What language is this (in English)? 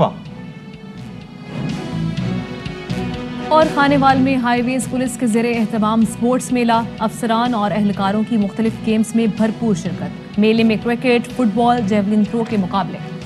Urdu